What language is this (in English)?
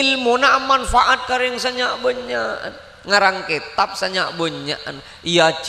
Madurese